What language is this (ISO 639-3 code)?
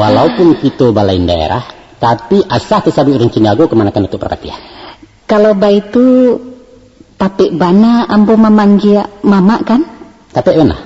min